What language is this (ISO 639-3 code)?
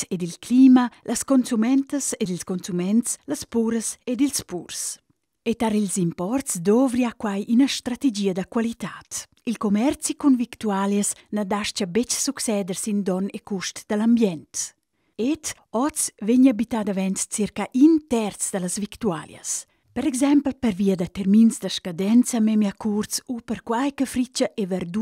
roh